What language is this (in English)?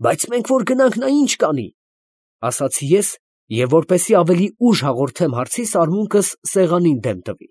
Armenian